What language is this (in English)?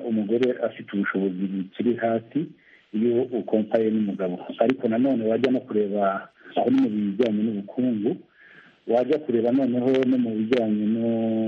Kinyarwanda